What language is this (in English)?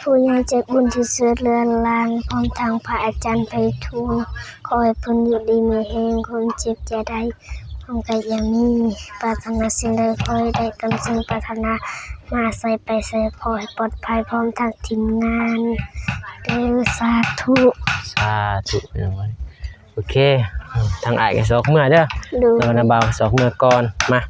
Lao